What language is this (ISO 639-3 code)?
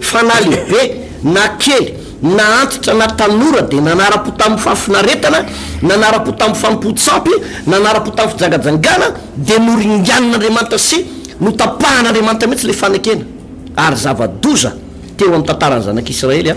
mlg